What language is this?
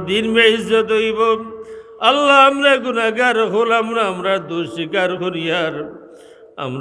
Sylheti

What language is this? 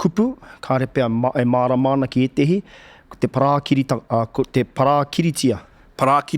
Māori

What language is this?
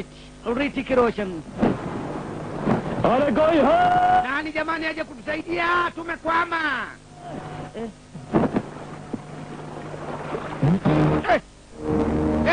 Swahili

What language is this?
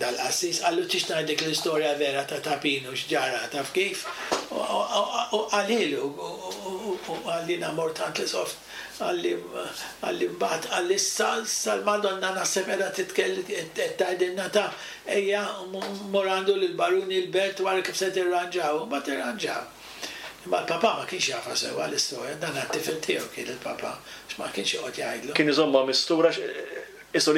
Maltese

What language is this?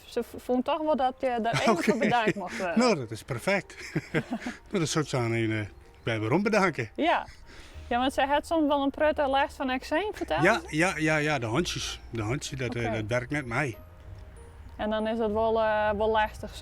Western Frisian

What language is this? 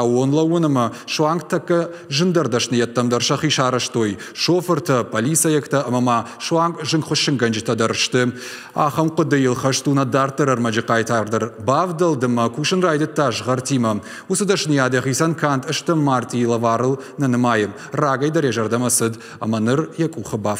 Ossetic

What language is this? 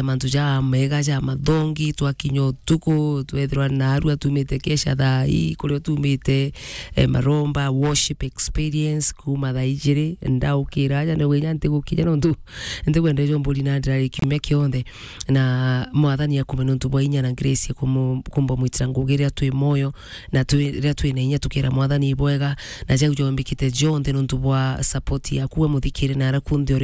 Meru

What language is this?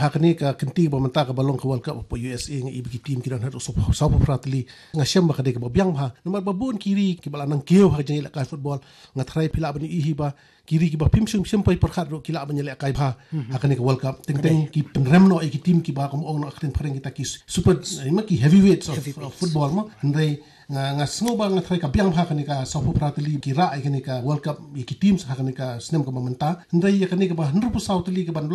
Khasi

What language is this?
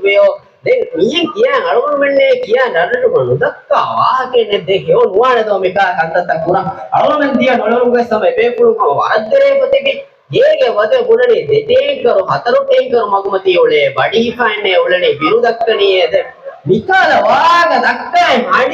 Divehi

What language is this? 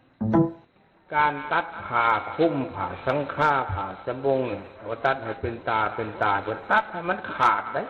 Lao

